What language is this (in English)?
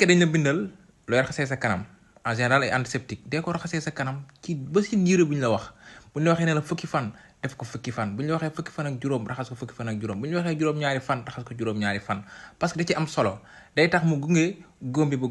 Wolof